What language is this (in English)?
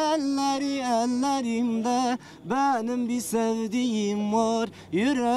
Zaza